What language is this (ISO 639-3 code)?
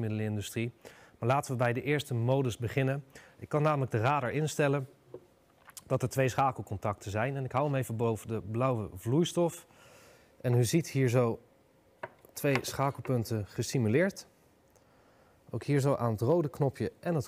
nld